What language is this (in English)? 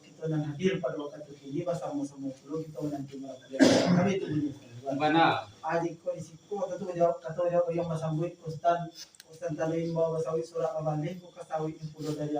Minangkabau